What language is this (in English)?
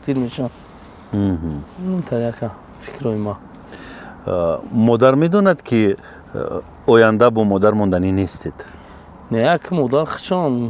Tajik